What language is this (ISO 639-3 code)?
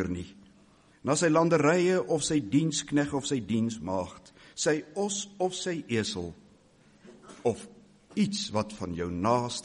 afr